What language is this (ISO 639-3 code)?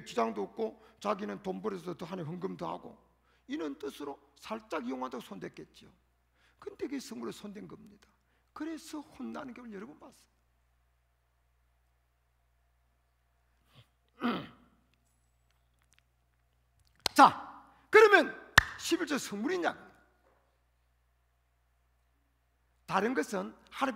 kor